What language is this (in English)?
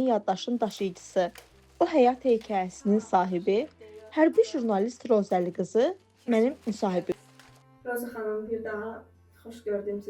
Azerbaijani